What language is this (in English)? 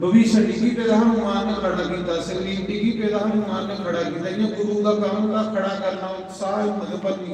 Dogri